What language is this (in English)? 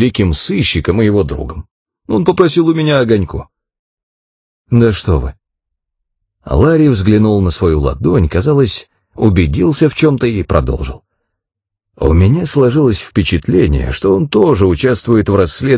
Russian